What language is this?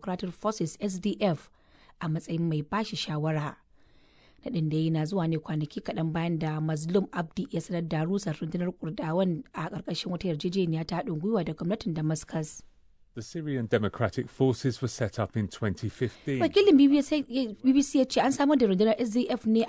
Hausa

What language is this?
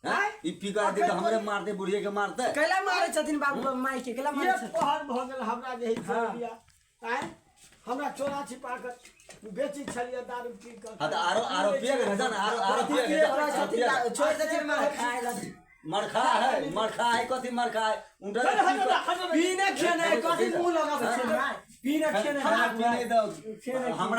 Maithili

